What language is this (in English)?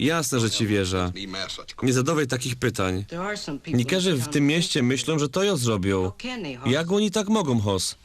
Silesian